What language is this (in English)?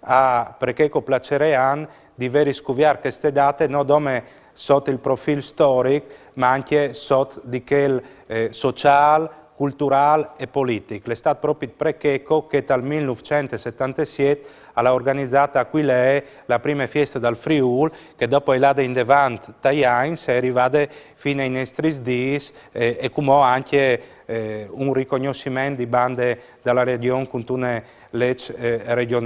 Friulian